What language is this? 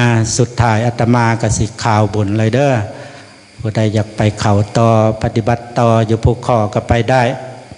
Lao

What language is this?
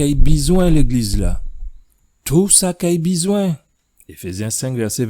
Guadeloupean Creole French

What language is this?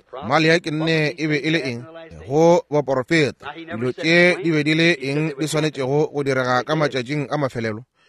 Northern Sotho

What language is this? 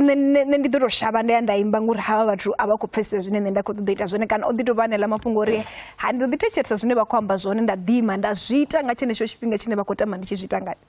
Venda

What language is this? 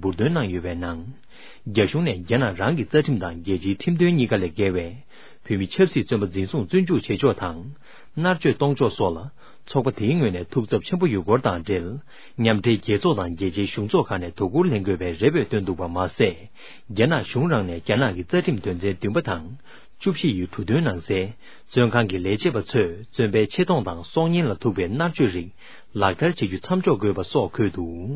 Tibetan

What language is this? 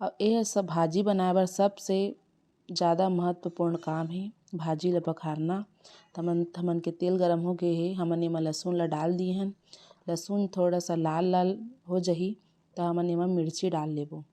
Chhattisgarhi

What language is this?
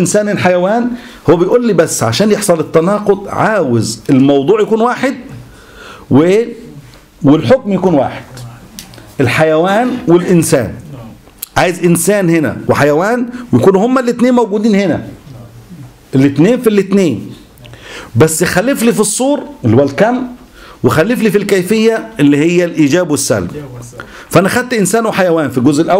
Egyptian Arabic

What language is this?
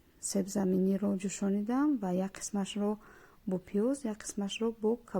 Tajik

